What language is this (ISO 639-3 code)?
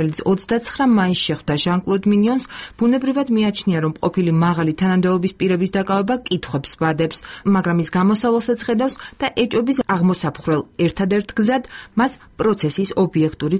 kat